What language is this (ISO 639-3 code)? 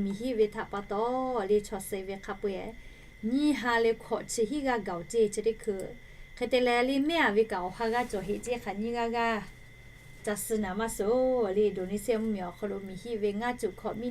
lhu